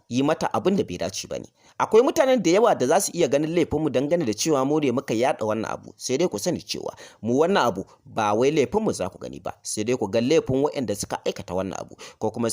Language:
Hausa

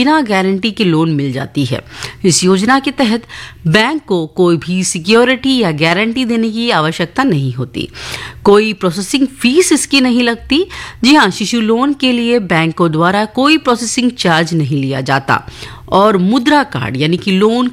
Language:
Hindi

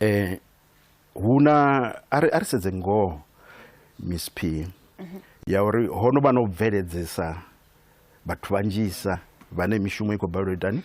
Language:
Venda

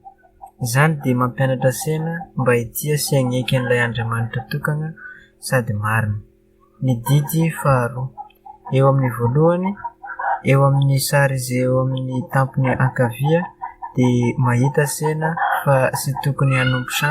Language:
Malagasy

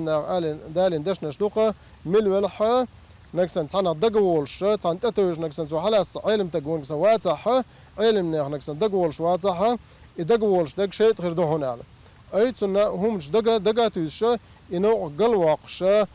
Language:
Chechen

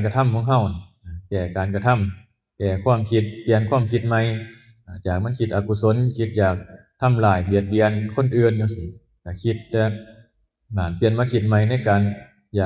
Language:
Northeastern Thai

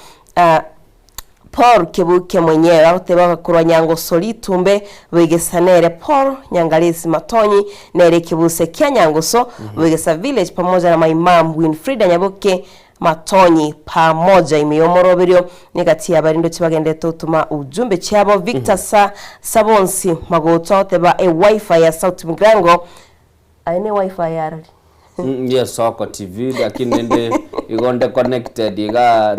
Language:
Gusii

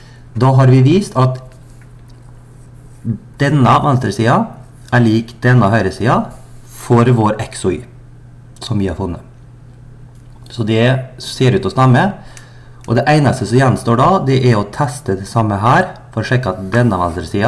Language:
Norwegian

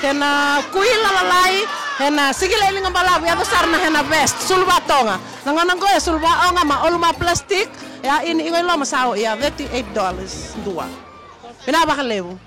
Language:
Fijian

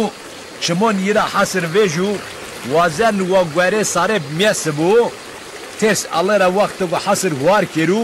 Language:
Zaza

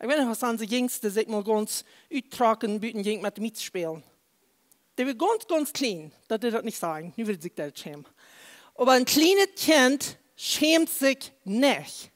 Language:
Plautdietsch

